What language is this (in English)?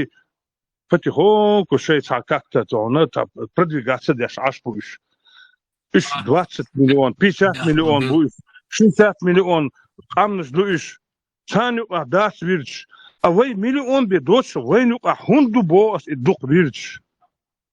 Chechen